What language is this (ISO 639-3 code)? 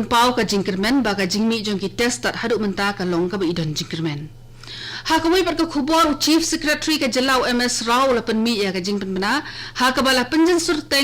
kha